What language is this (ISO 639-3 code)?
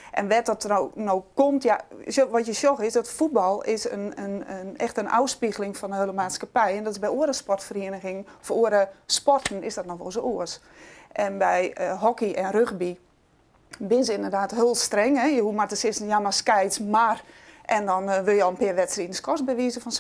fry